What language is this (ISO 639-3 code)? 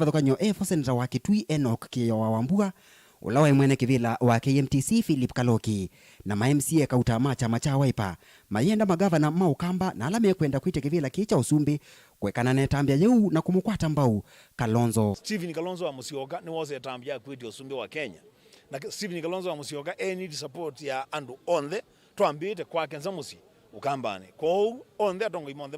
kam